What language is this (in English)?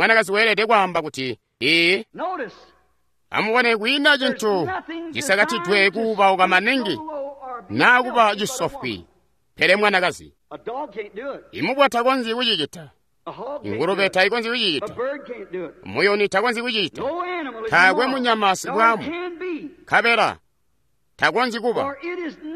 Tonga (Zambia)